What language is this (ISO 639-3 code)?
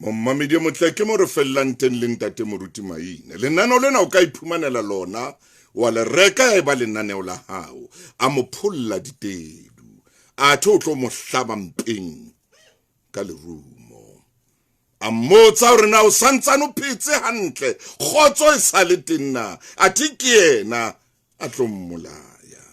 sot